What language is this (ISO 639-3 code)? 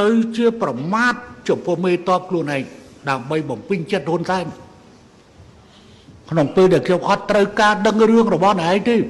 khm